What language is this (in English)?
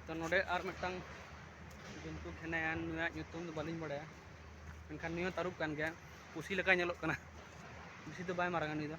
Santali